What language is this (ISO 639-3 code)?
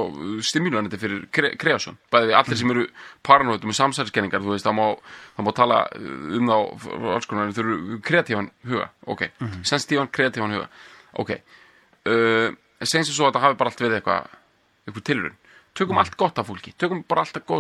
isl